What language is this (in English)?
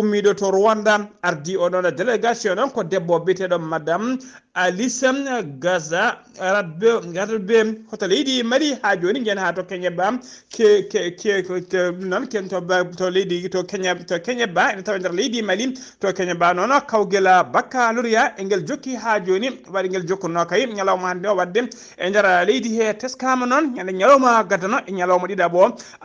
Fula